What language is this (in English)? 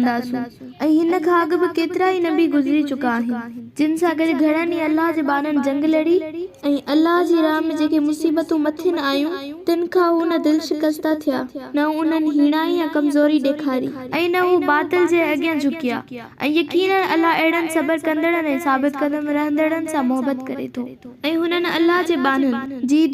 Sindhi